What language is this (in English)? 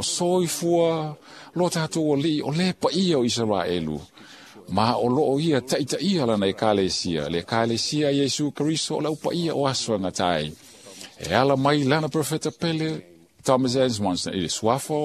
Samoan